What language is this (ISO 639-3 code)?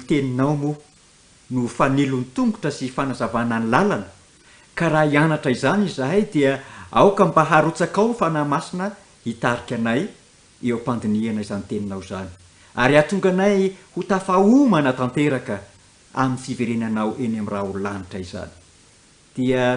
mlg